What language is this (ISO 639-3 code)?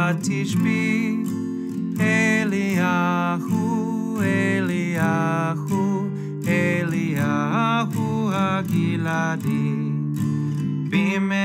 heb